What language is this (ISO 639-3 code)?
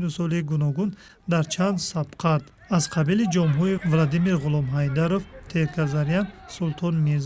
tgk